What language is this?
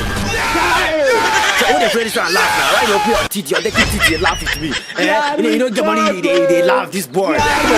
Nigerian Pidgin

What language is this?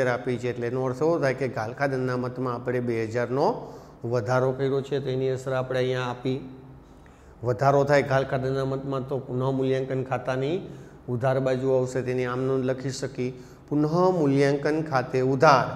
Gujarati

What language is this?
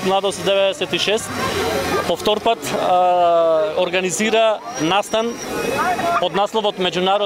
Macedonian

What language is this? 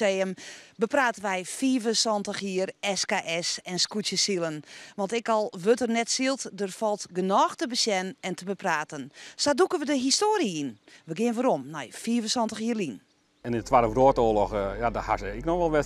Western Frisian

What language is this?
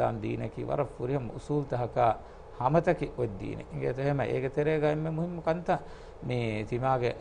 Divehi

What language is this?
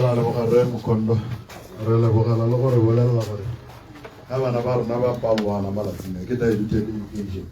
Tswana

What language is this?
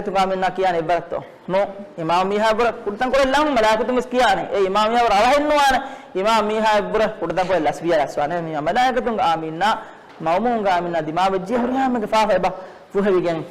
Divehi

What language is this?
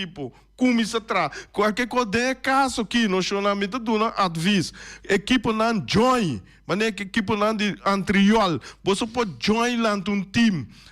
Papiamento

